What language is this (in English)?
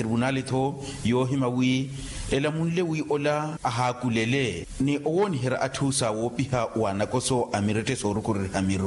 Makhuwa